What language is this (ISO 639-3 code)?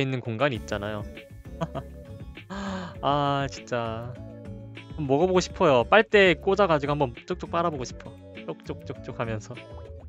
kor